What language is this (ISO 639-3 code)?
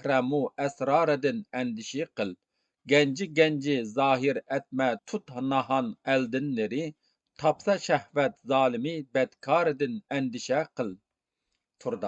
uig